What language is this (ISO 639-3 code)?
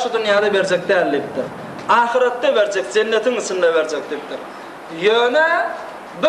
tuk